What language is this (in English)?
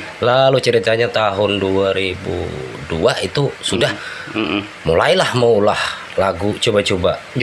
Banjar